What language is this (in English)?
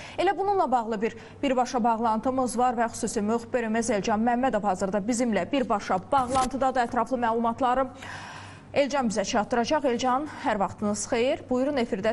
Azerbaijani